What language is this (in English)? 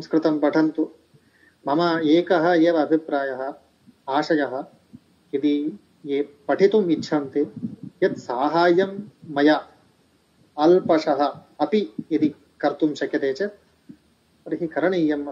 Sanskrit